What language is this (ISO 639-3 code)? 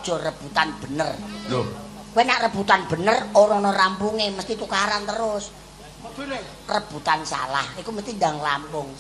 jav